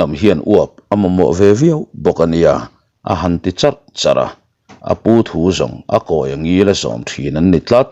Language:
Mizo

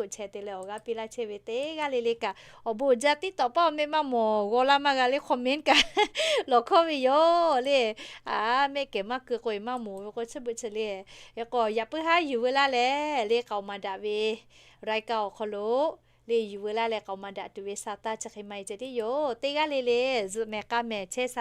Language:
Lahu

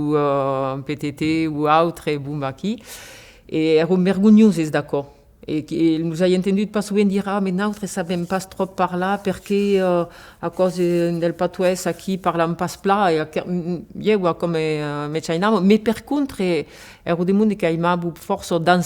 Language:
Occitan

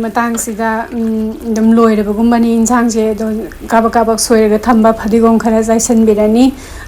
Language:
Manipuri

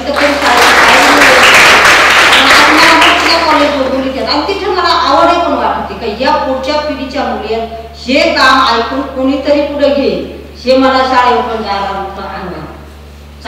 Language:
Marathi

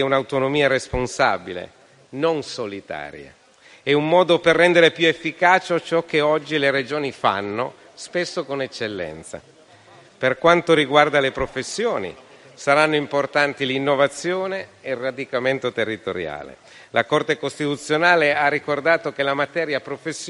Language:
Italian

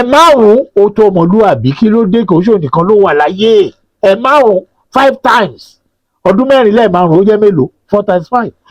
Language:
Yoruba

